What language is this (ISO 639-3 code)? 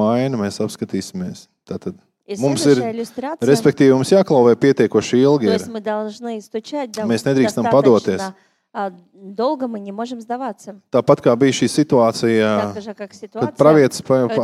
lav